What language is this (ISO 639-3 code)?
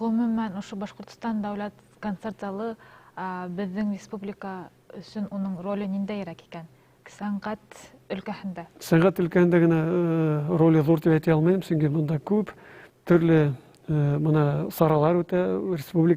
bak